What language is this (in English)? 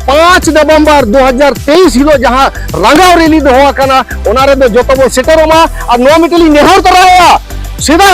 Santali